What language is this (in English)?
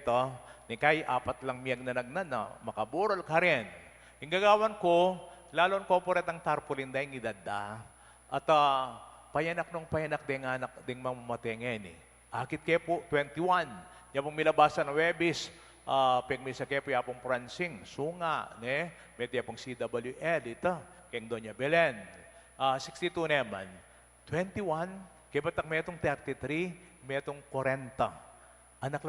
Pampanga